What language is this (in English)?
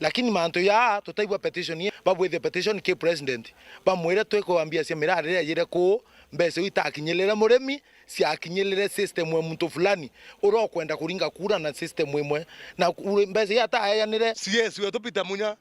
Meru